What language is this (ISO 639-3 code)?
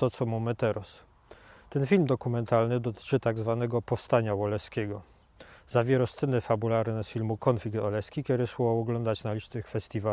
szl